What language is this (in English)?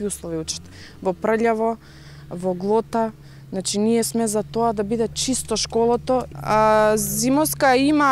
Macedonian